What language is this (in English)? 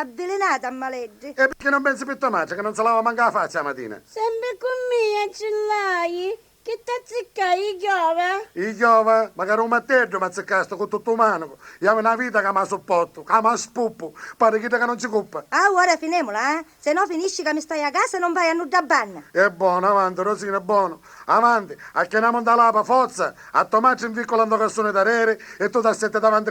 Sicilian